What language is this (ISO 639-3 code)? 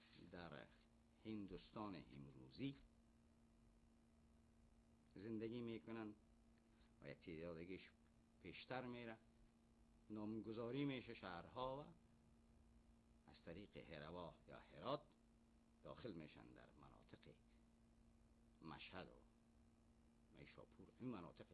fas